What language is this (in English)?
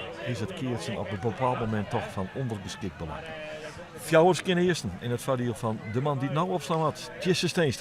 Western Frisian